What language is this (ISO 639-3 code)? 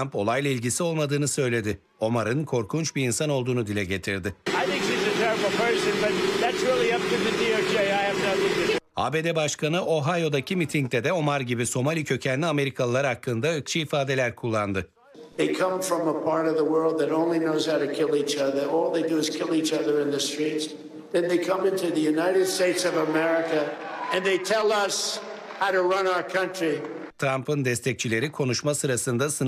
tur